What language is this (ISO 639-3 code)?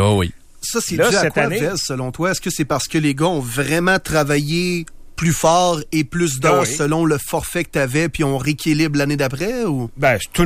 fra